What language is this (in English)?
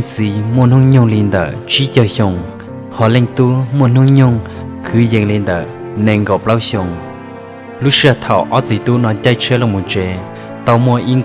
Hmong